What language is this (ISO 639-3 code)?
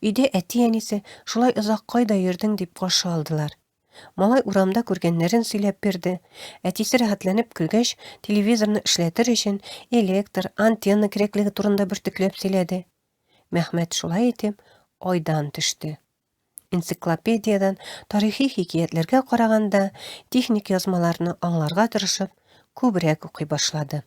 tat